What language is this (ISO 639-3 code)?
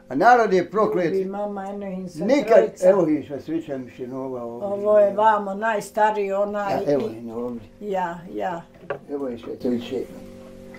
bos